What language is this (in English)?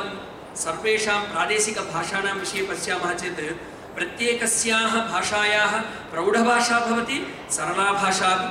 Sanskrit